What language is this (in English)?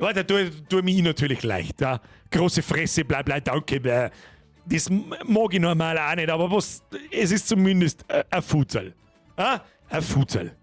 Bavarian